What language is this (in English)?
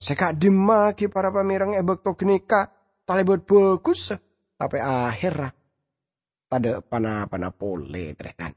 Madurese